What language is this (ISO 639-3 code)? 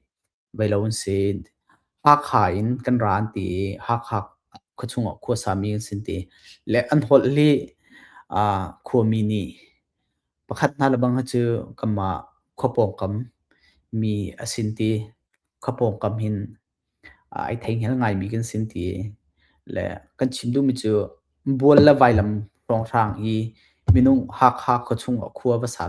cnh